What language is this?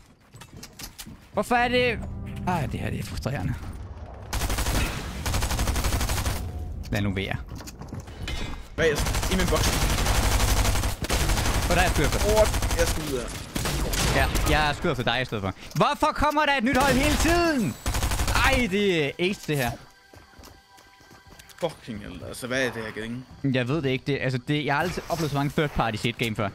Danish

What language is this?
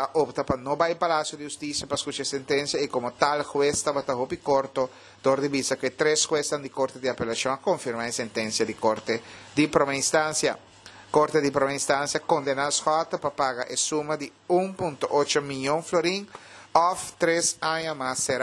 Papiamento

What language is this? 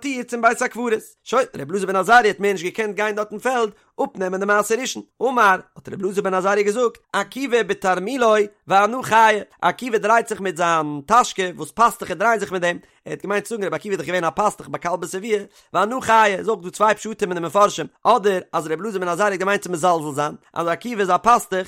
Yiddish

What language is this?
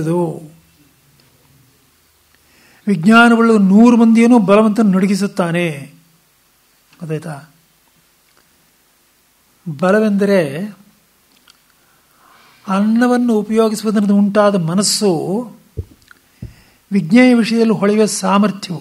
Kannada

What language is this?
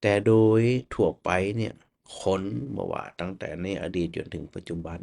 Northern Thai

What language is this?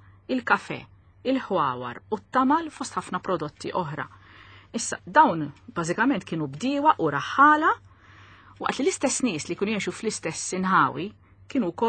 Maltese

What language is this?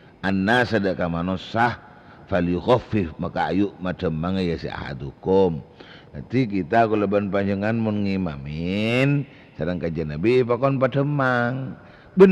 Madurese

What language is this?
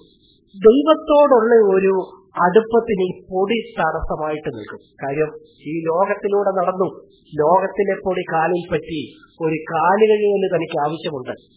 Malayalam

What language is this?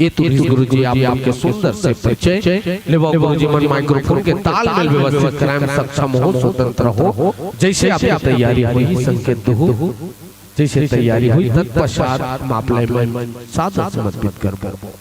Chhattisgarhi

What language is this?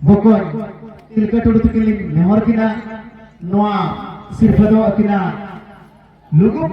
Santali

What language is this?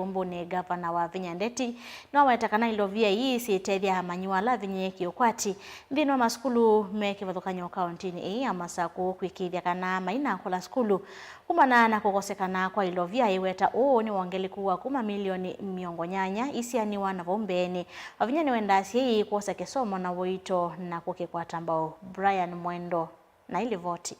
Kamba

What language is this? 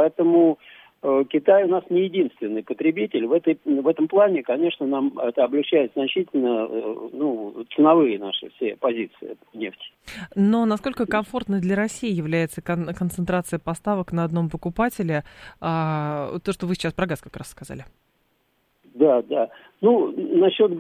Russian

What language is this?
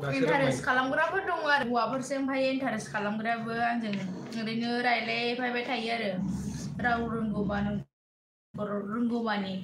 Bodo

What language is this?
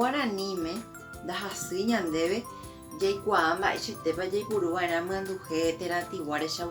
Guarani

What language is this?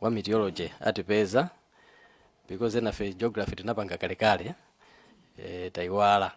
Nyanja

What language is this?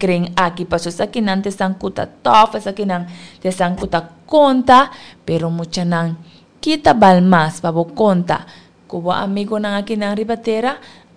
Papiamento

